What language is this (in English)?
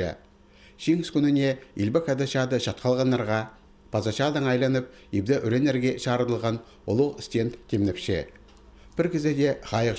Khakas